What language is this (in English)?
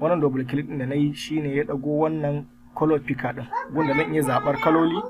Hausa